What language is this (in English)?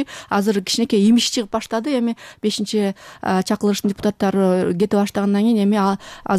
Kyrgyz